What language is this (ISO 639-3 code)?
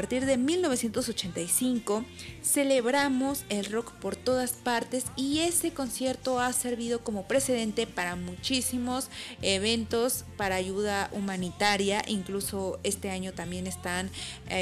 spa